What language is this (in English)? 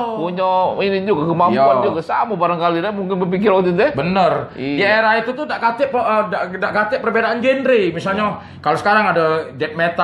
Musi